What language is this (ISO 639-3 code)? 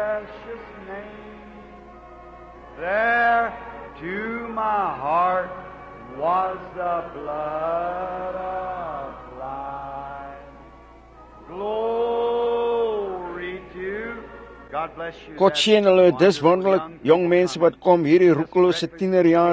afr